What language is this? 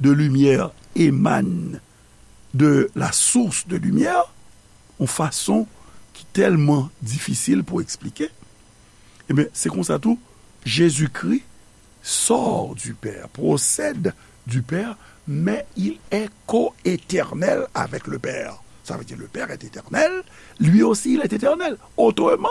Haitian Creole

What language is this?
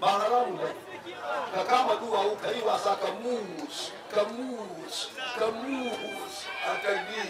Hausa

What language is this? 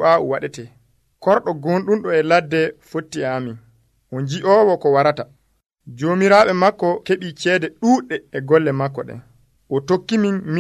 Nigerian Fulfulde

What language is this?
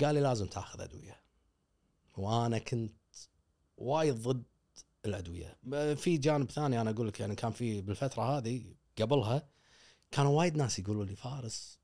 Gulf Arabic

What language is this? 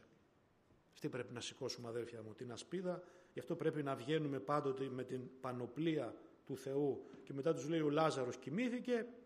Greek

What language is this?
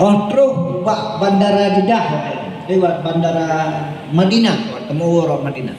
Achinese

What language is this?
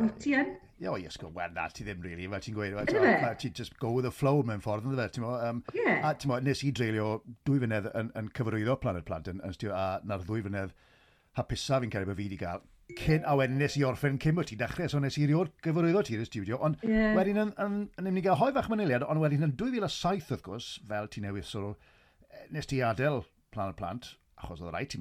Welsh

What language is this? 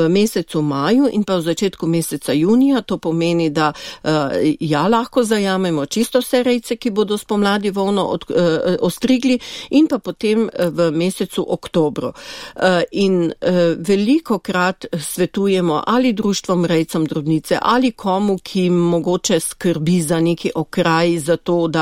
Slovenian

